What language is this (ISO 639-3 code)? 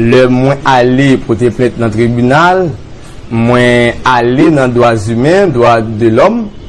hat